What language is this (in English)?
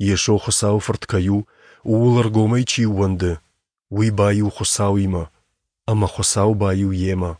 Ossetic